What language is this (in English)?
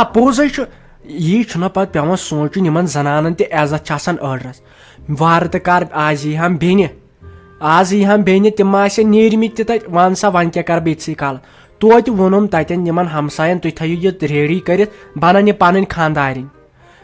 Kashmiri